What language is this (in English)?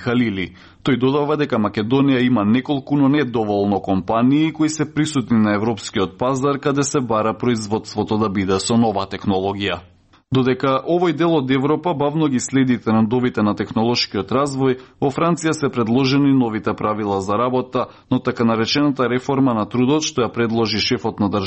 Macedonian